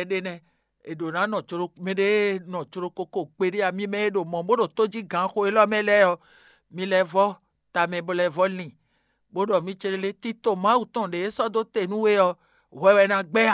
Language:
Fon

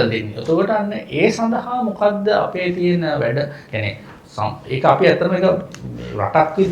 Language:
Sinhala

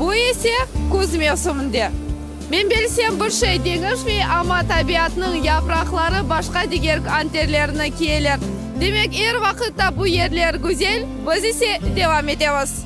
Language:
Crimean Tatar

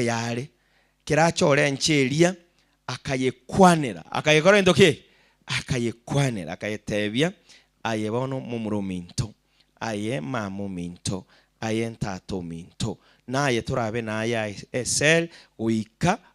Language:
Gusii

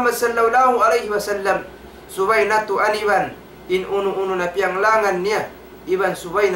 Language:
Tausug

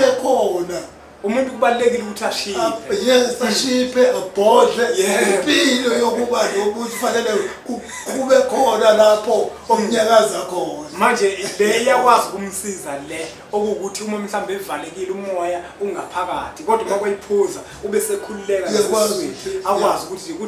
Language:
Zulu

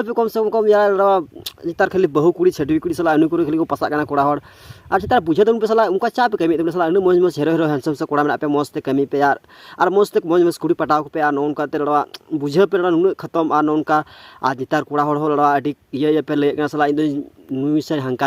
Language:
Santali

